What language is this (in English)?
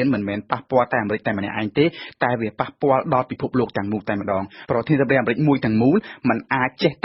Khmer